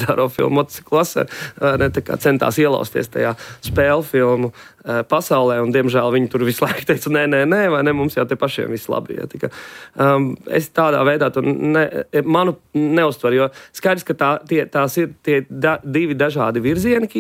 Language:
Latvian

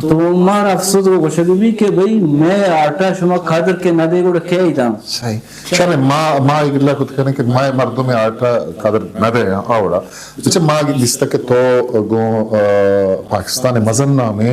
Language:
Eastern Balochi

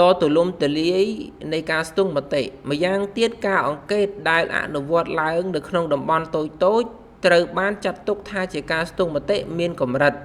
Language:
Khmer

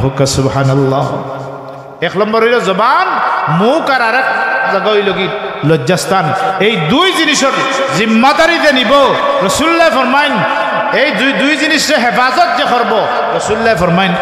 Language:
Sylheti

